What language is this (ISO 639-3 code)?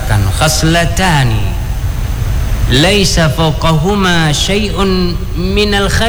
ind